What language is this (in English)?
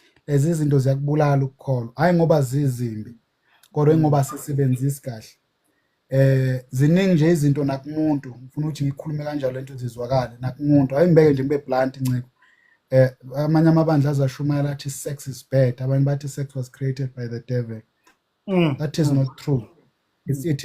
Zulu